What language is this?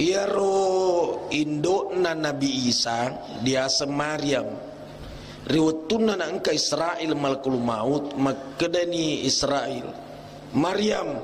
Buginese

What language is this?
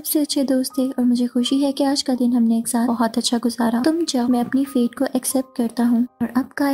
Hindi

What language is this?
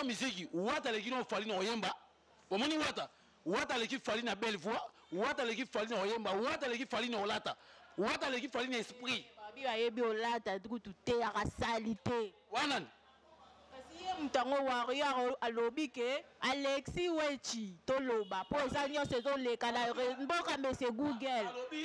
Lingala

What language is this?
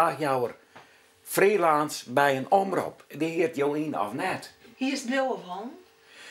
Western Frisian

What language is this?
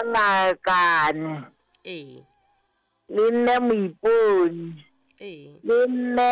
Southern Sotho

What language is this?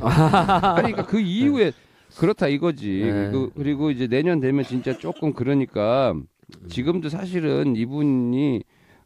Korean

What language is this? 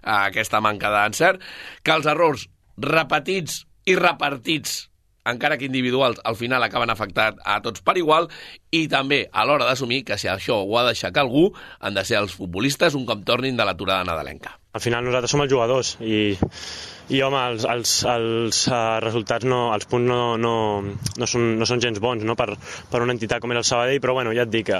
Catalan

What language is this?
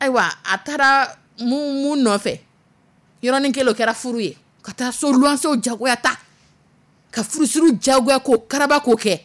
Dyula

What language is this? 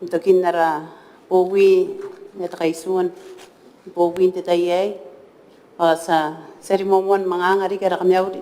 Gilbertese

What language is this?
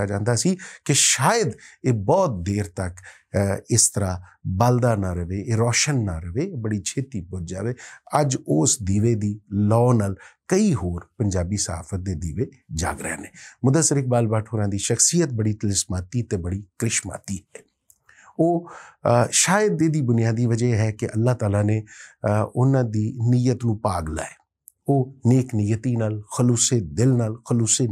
Western Panjabi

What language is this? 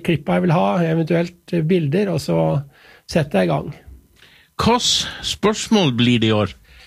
Norwegian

